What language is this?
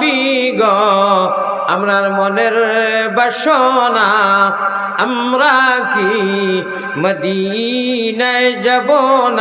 Sylheti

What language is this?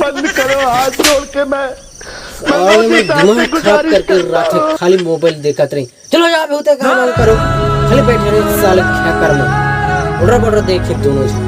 Chhattisgarhi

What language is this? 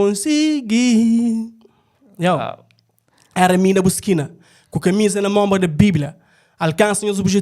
Kabuverdianu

